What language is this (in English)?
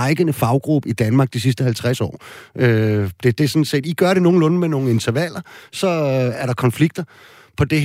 Danish